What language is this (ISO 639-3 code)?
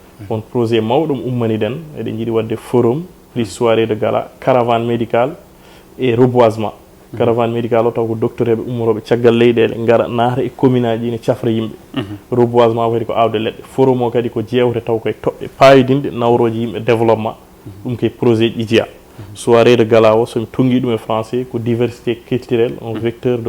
ful